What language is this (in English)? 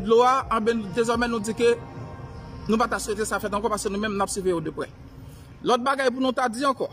Haitian Creole